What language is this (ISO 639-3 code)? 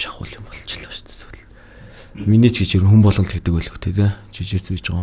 mon